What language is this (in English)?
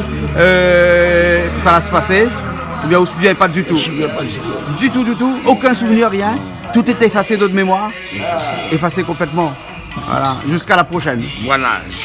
Réunion Creole French